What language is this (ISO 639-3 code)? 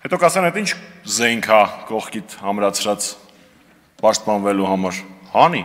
hye